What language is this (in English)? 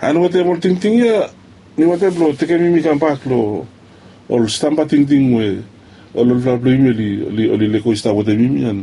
Bislama